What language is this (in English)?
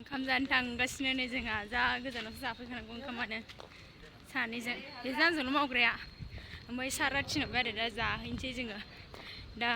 Bodo